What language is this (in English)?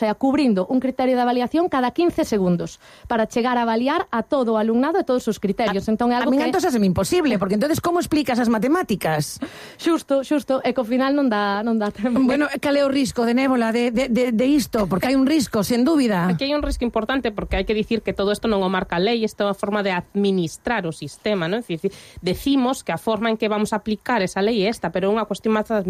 Galician